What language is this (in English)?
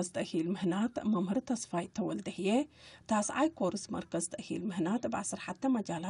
Tigre